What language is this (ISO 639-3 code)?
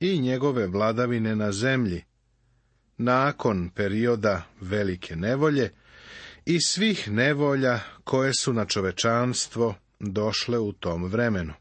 srp